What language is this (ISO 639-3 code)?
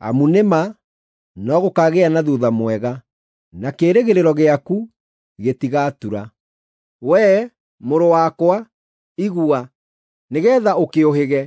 kik